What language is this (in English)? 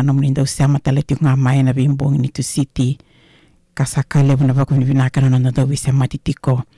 Fijian